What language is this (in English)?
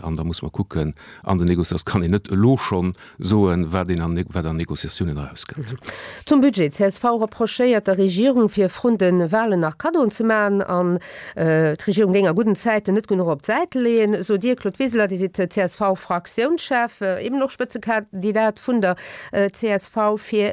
Luxembourgish